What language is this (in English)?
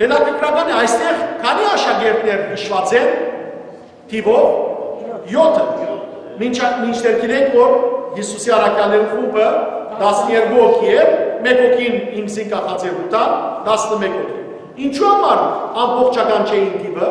Western Armenian